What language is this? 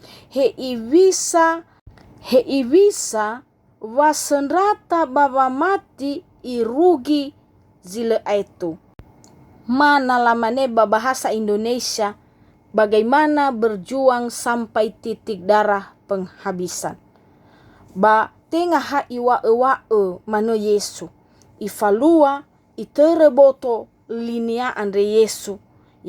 Nias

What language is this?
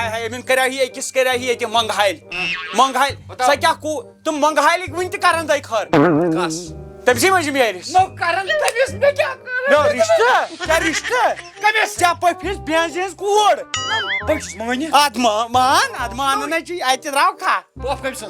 Kashmiri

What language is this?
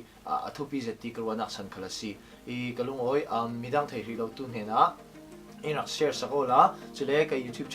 Falam Chin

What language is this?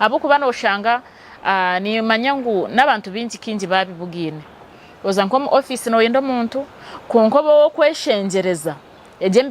Nyankole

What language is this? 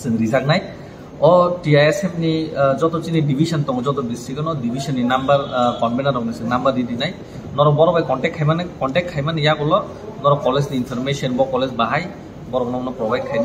Kok Borok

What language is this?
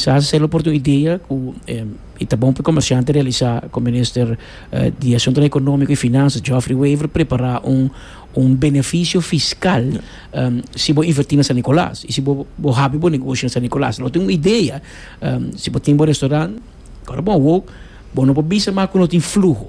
Papiamento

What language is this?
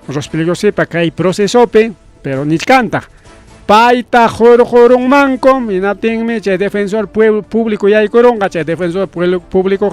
Ayacucho Quechua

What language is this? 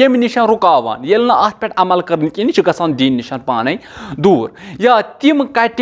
Kashmiri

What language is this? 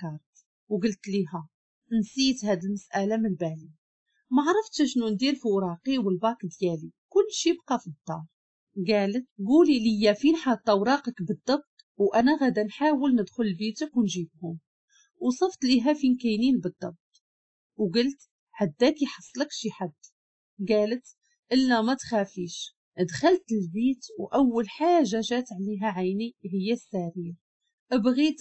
Moroccan Arabic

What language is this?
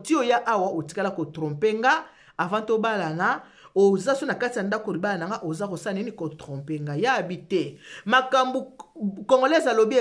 Lingala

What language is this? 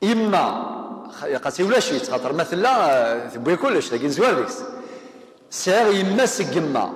Kabyle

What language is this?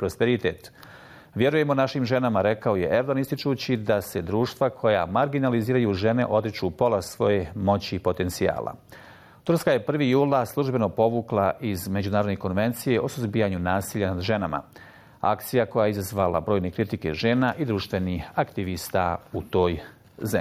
Bosnian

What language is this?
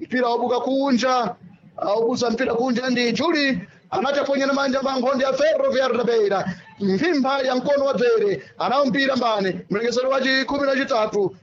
Sena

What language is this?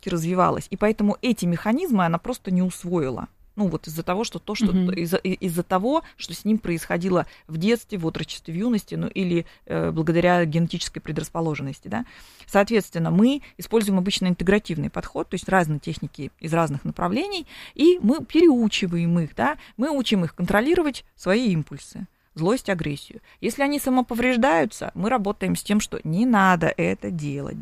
Russian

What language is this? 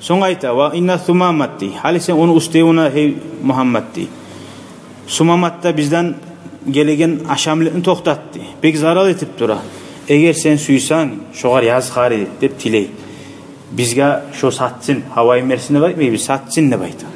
Kumyk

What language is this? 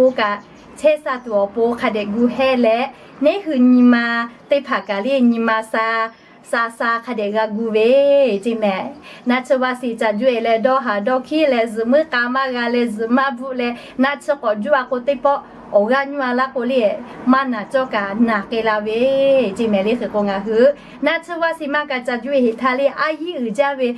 Lahu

